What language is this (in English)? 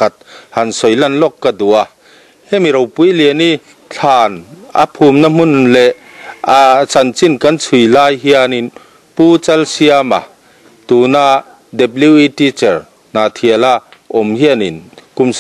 Mizo